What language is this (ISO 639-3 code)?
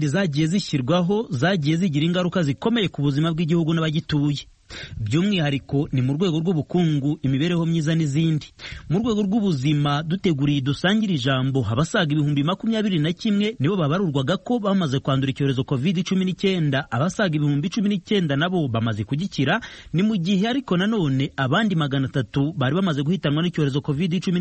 kin